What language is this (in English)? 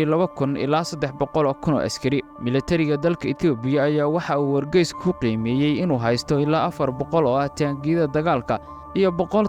Somali